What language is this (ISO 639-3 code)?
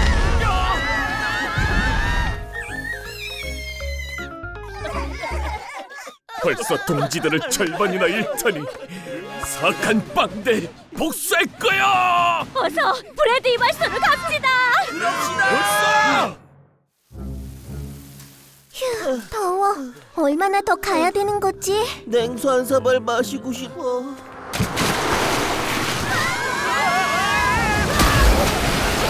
kor